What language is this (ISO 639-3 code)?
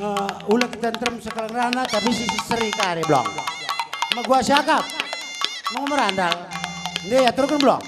btx